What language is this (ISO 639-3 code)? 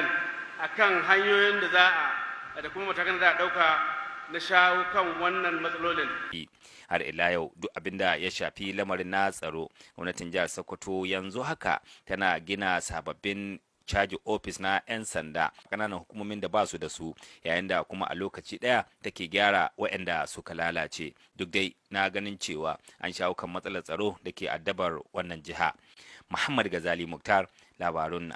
hau